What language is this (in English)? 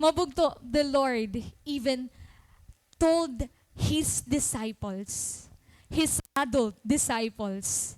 Waray